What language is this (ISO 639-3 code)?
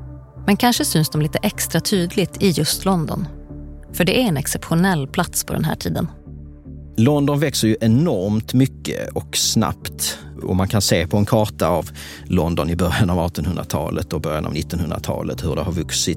swe